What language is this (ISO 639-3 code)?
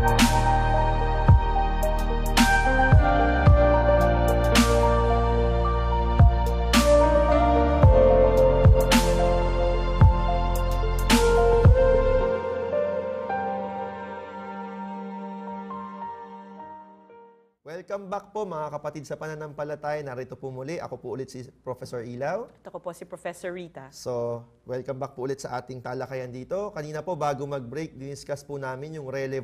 fil